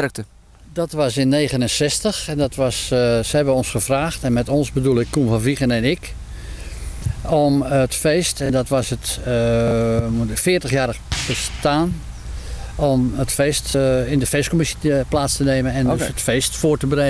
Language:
Dutch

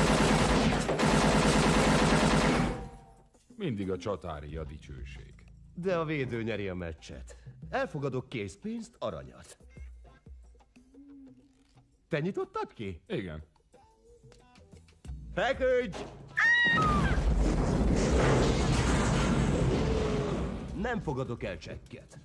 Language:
Hungarian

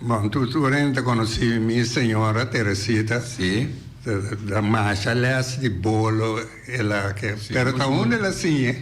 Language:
Papiamento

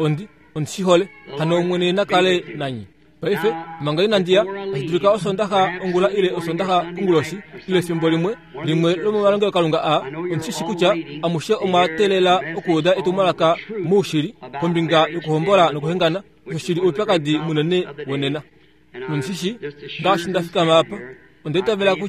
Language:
Kuanyama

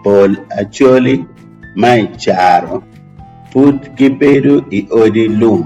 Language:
Acoli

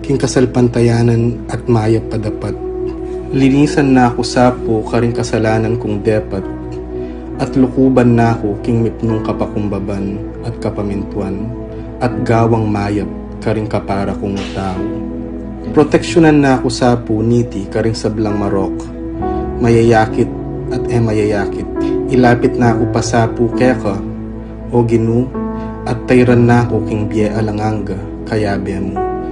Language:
Pampanga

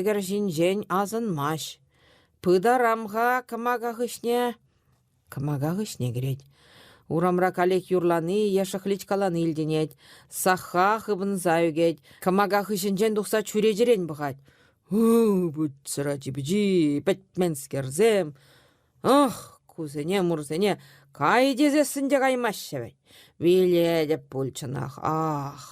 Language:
Chuvash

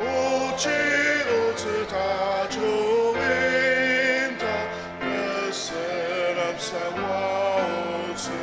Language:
Ao Naga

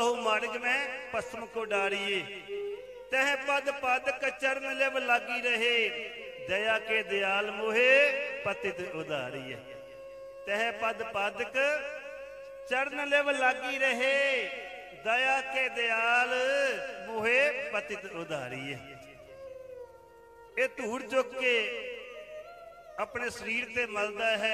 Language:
Punjabi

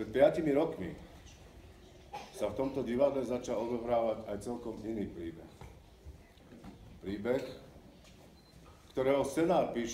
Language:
Slovak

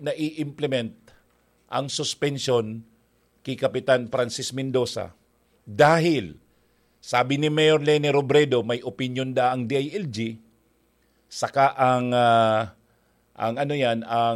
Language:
Bikol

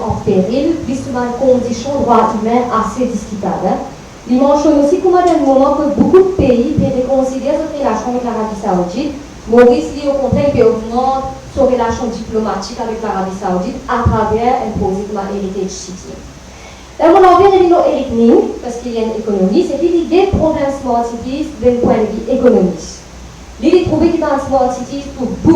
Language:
Morisyen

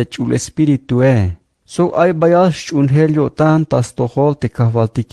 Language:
Tzeltal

